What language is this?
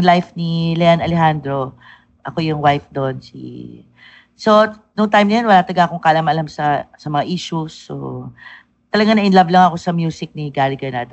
Filipino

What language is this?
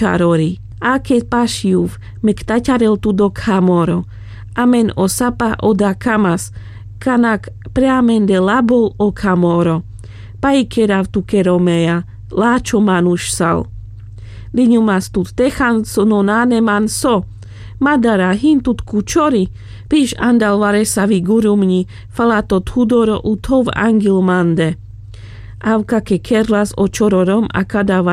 Carpathian Romani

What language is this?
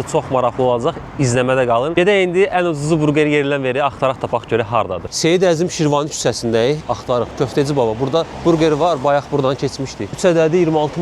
Azerbaijani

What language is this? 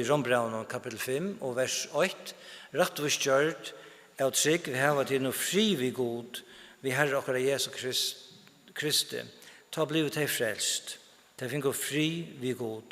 Faroese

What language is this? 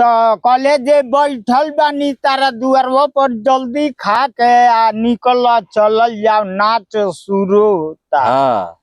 Bhojpuri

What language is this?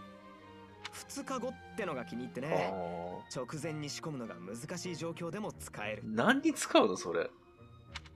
Japanese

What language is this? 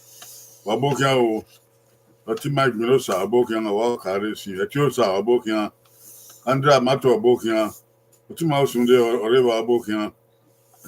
Bini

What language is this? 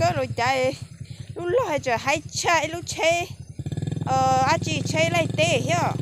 Hmong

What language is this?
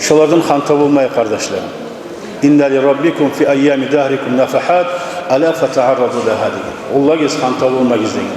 Kumyk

